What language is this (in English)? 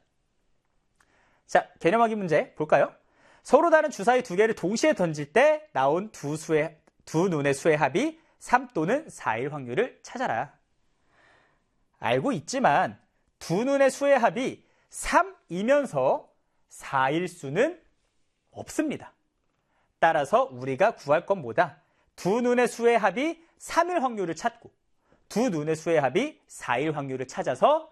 Korean